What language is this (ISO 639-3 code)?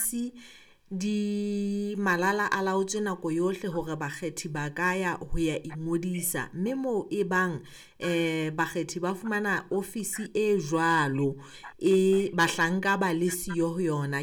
sot